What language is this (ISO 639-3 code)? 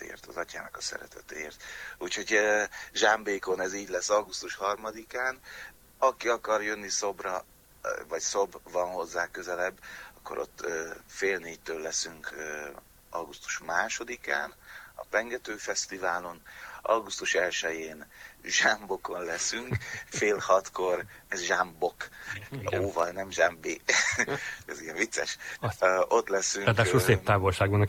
hun